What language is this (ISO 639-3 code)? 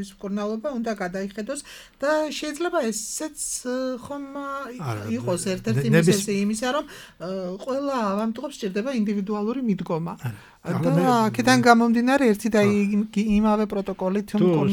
kat